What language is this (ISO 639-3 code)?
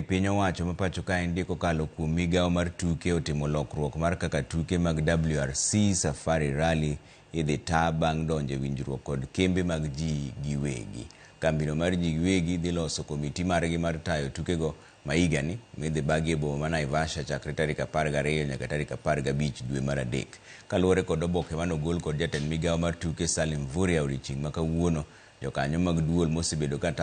luo